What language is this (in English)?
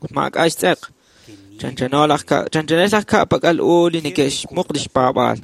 Kekchí